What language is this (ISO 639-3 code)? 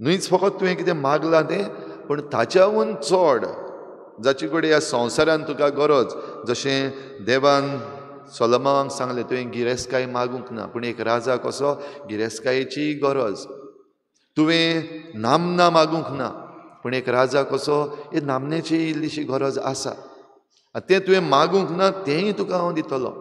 kok